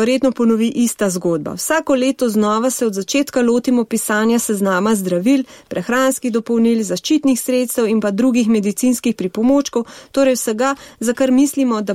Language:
Slovenian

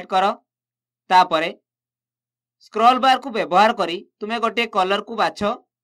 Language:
Odia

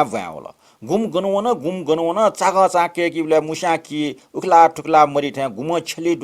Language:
Newari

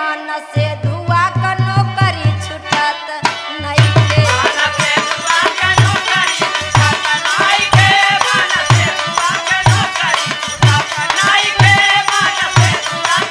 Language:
Bhojpuri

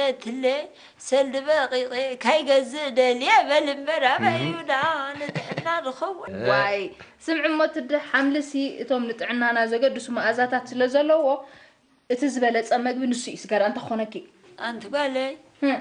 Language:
Tigrinya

